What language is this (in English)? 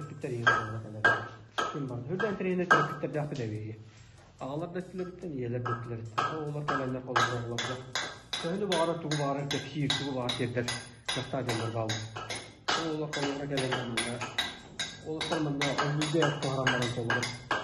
Yakut